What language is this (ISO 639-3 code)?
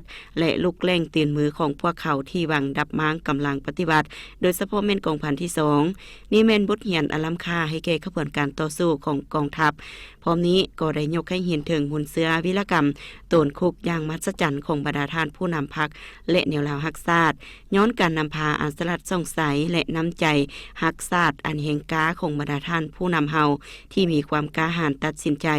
lao